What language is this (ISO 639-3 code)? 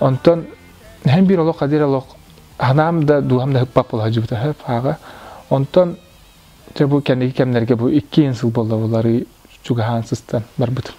sah